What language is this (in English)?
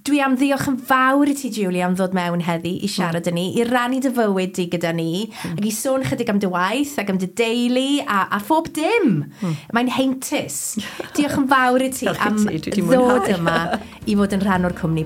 Welsh